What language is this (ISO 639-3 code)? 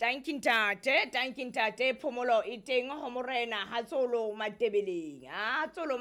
sot